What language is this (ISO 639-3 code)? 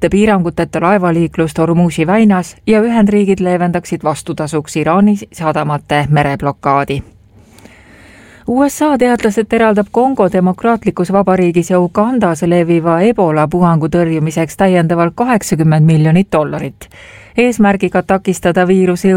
est